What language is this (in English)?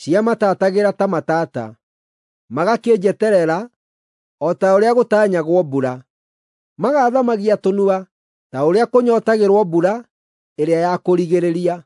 Kikuyu